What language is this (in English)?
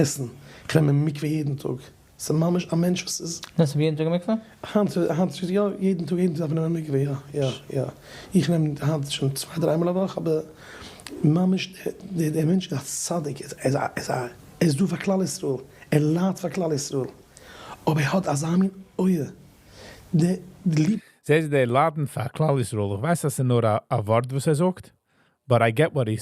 Yiddish